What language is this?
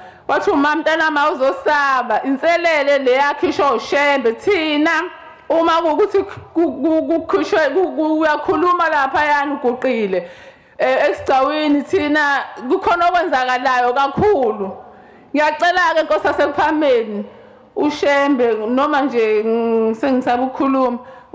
Zulu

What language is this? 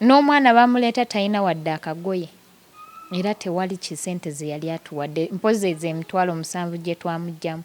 Ganda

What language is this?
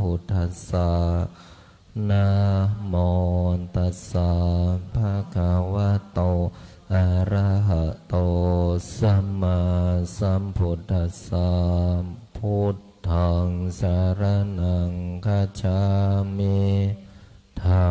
Pali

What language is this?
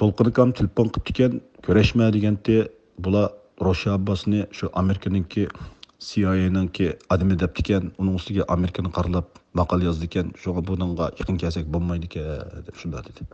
Uyghur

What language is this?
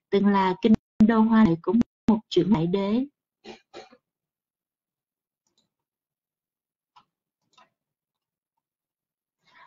Vietnamese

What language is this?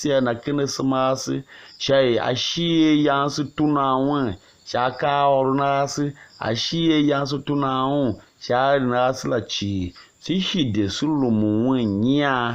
Tiv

